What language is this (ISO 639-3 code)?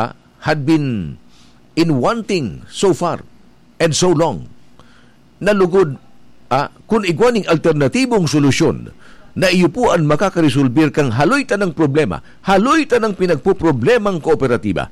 bik